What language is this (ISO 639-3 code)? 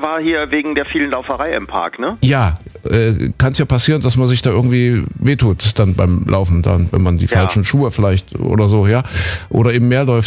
deu